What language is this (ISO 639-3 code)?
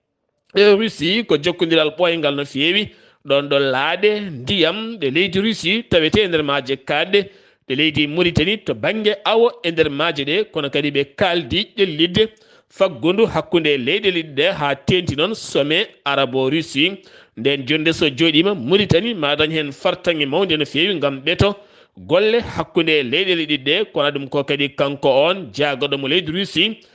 ful